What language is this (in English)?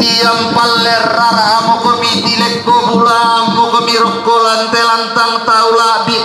Toraja-Sa'dan